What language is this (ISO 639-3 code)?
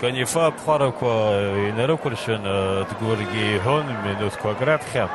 abk